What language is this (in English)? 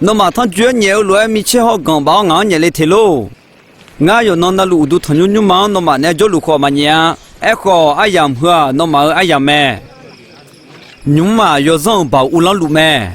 Akha